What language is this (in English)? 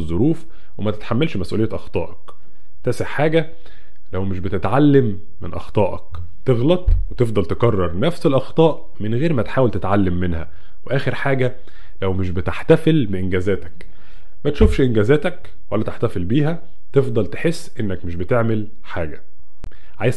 Egyptian Arabic